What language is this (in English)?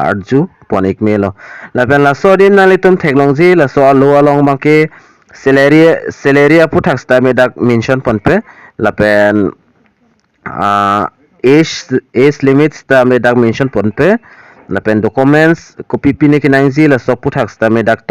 Karbi